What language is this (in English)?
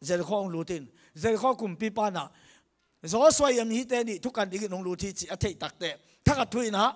Tedim Chin